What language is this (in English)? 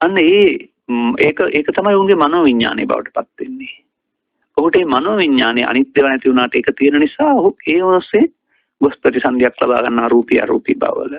Sinhala